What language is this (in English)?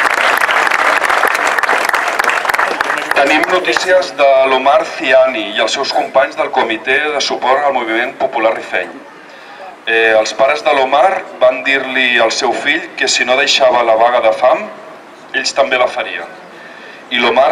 Catalan